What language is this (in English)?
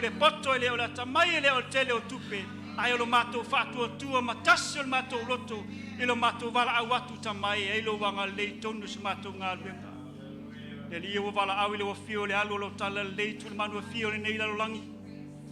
Samoan